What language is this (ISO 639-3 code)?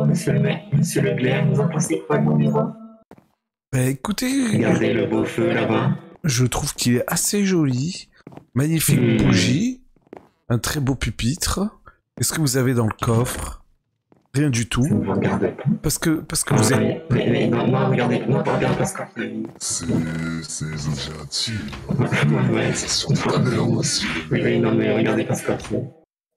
fra